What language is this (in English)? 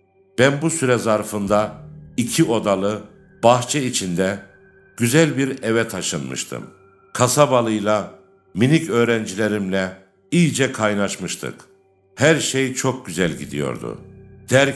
Turkish